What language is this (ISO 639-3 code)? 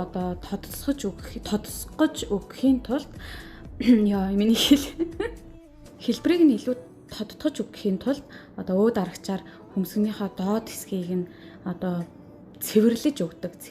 mon